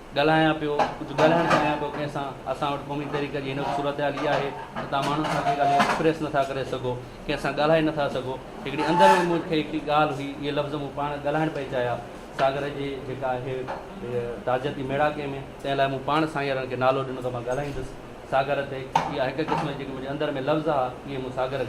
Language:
Sindhi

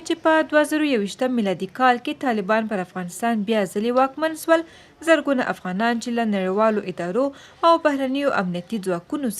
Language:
Pashto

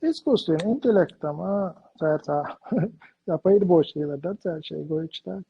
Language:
Chechen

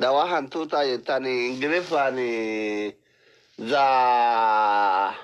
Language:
Oromo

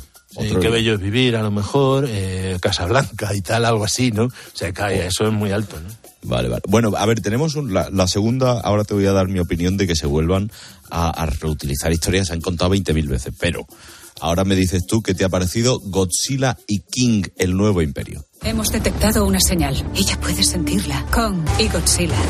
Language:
Spanish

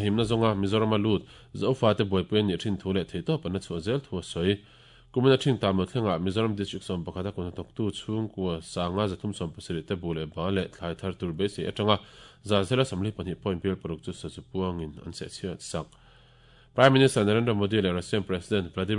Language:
Mizo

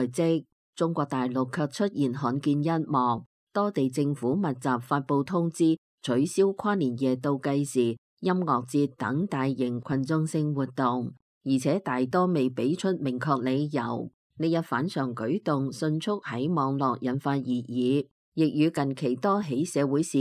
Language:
Cantonese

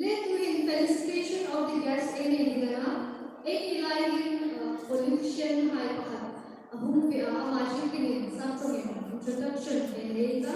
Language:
Hmar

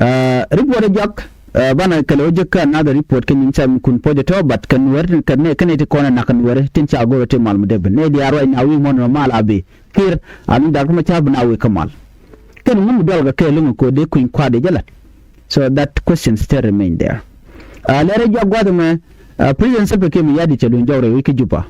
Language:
Nuer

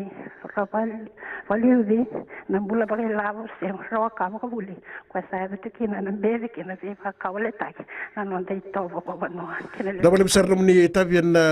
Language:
Fijian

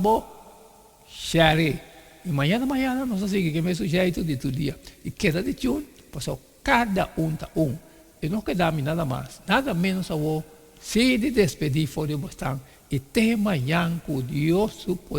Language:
Papiamento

